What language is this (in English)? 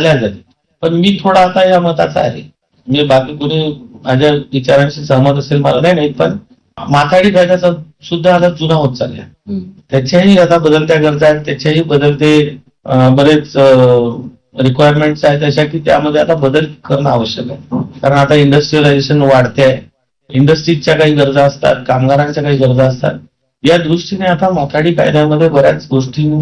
Marathi